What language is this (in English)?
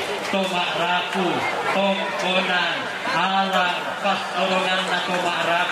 Toraja-Sa'dan